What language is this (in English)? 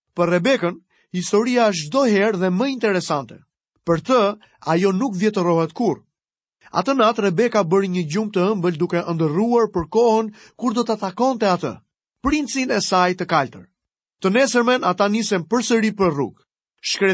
Albanian